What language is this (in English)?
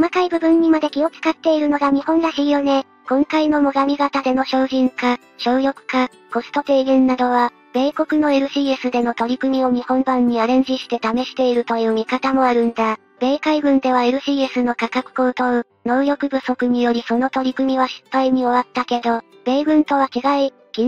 Japanese